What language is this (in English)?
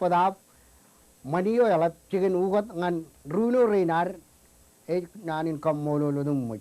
Marshallese